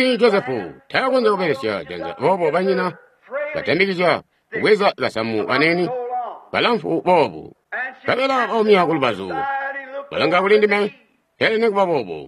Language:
Tonga (Zambia)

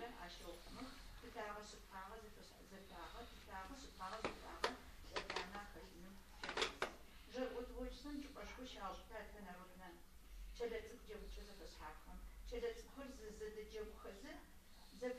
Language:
Adyghe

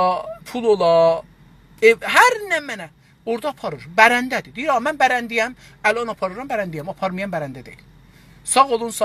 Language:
South Azerbaijani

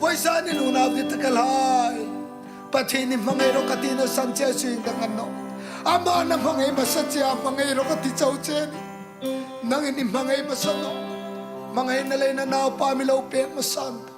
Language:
Hmar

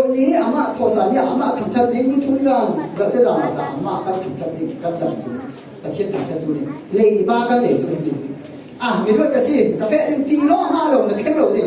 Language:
Falam Chin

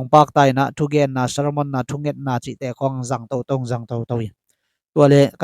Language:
Tedim Chin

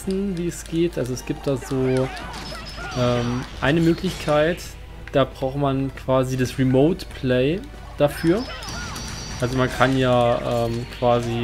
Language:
German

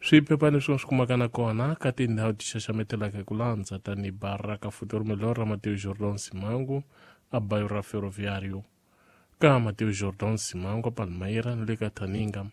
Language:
Tsonga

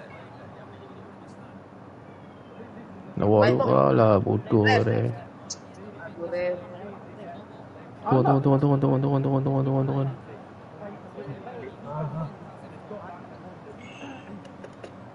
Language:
Malay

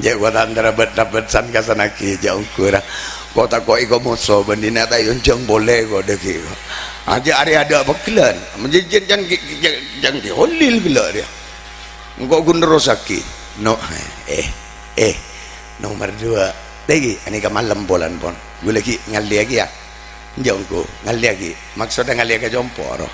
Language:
Madurese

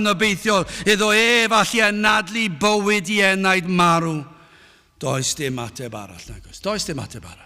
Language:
Welsh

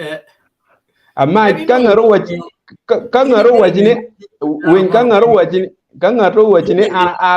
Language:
Acoli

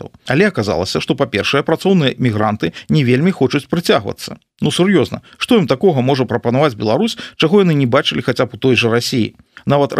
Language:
Belarusian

